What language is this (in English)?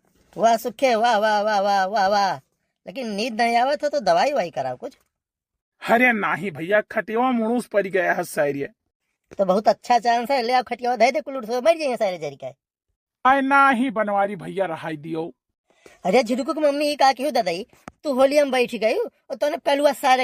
Awadhi